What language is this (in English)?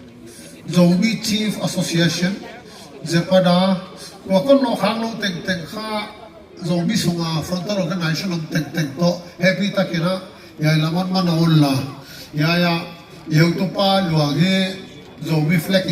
Paite Chin